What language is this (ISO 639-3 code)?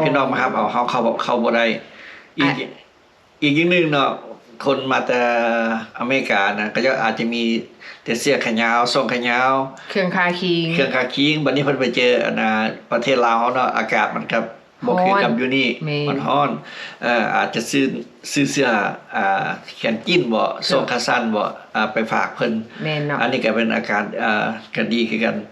lao